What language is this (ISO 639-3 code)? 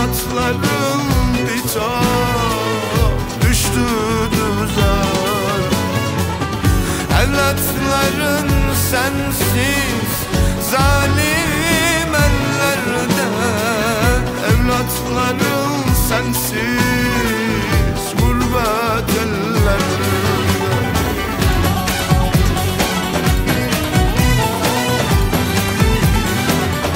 tur